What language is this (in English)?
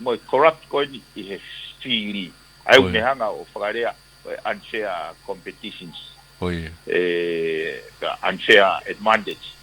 Tongan